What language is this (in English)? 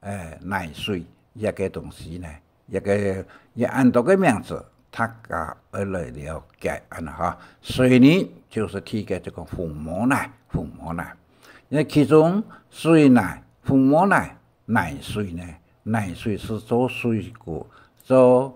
Hakka Chinese